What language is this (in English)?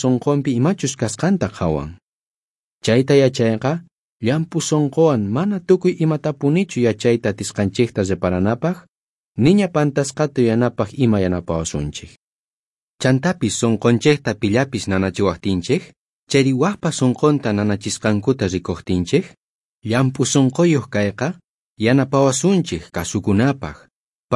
South Bolivian Quechua